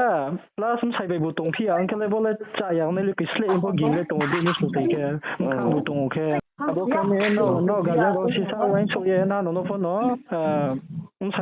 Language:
Riang (India)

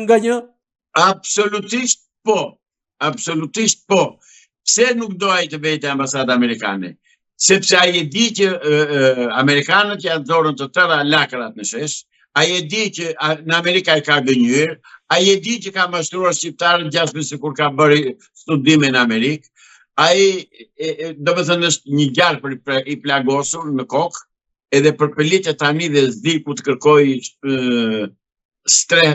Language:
Albanian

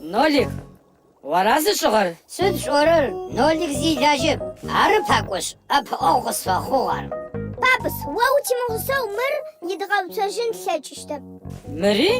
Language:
Adyghe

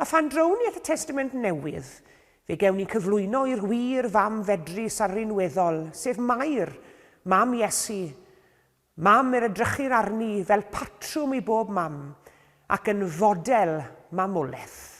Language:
Welsh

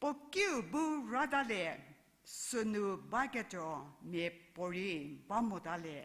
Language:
Angami Naga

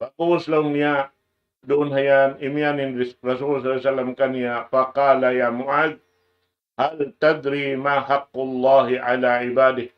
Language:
Tausug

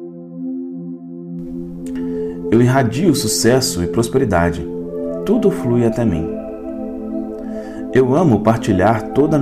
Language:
Portuguese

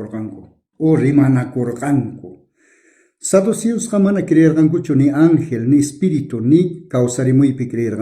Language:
South Bolivian Quechua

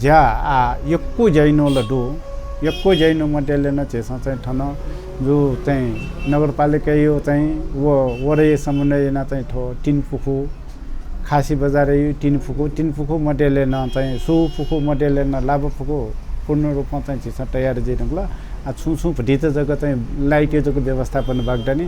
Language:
Newari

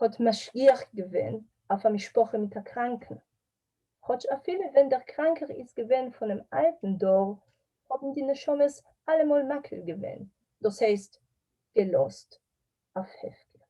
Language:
Yiddish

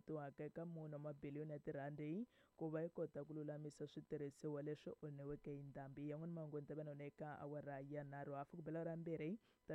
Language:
Tsonga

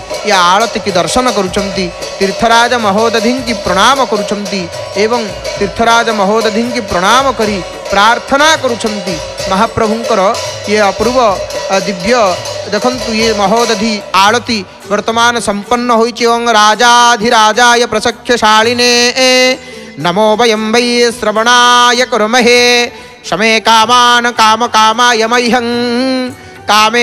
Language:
Odia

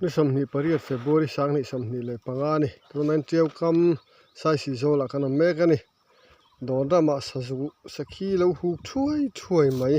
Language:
Mizo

